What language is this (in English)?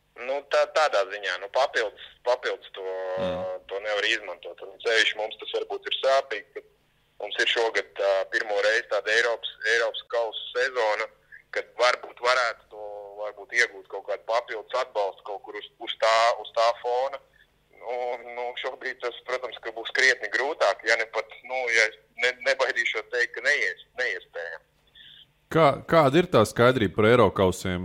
Latvian